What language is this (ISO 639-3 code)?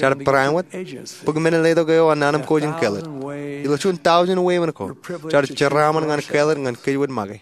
mah